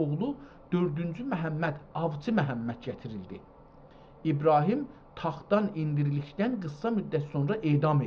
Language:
South Azerbaijani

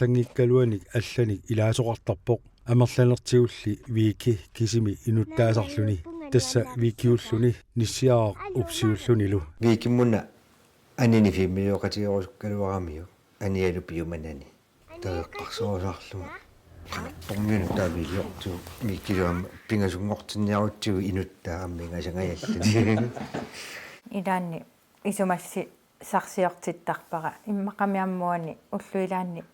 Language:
Kalaallisut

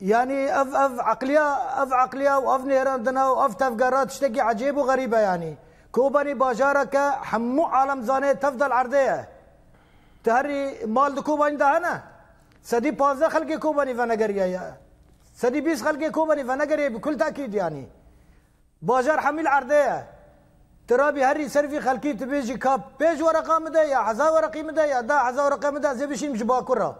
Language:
Kurdish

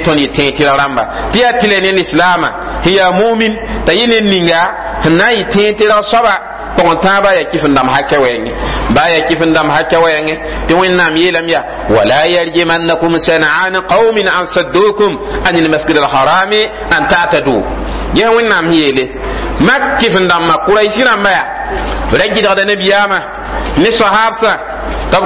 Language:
Mossi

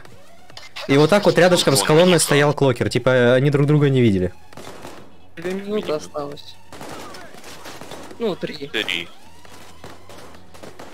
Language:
Russian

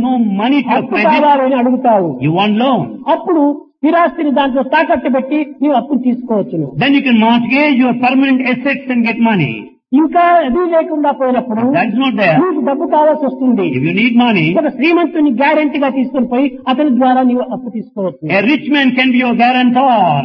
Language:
Telugu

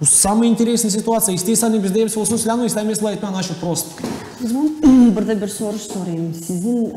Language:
Gagauz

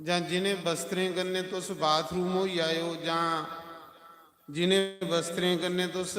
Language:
Dogri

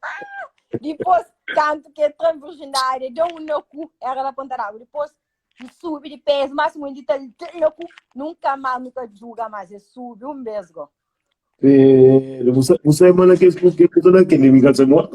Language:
Kabuverdianu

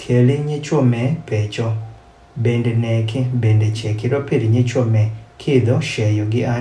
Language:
Adhola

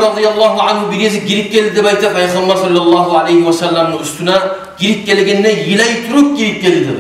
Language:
Kumyk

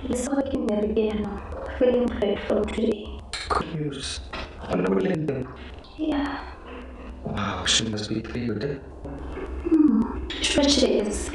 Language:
Tswana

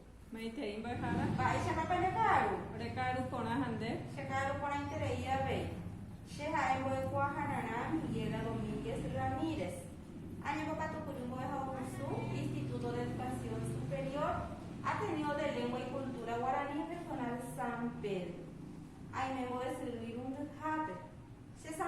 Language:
Guarani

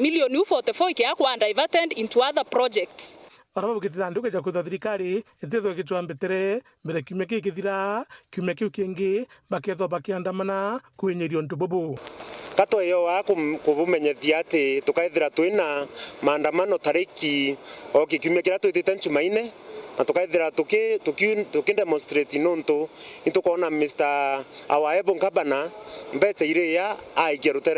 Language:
Meru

